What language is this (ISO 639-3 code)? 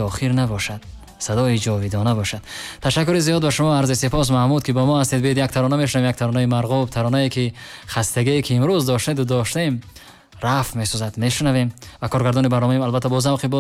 tgk